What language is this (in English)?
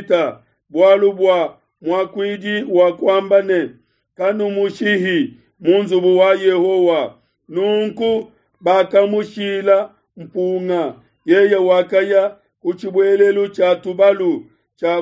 Luba-Lulua